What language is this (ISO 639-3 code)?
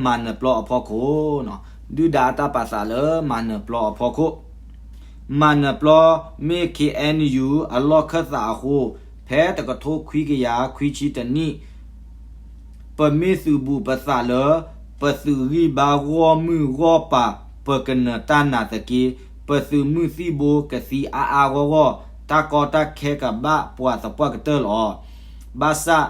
ksw